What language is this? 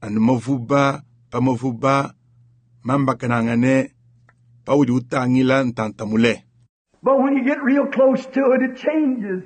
Luba-Lulua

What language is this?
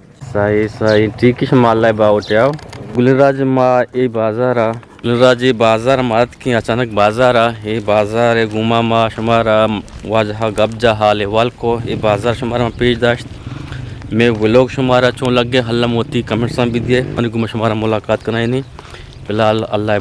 Eastern Balochi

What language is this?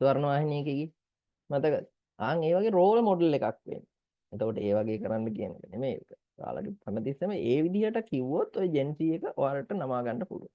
Sinhala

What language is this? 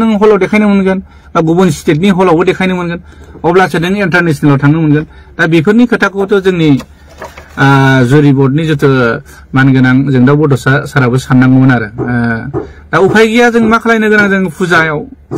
Bodo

